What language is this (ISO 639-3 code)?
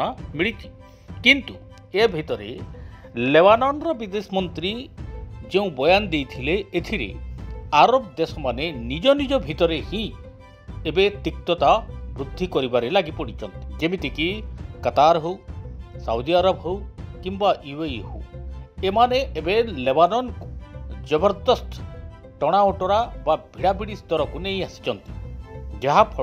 ori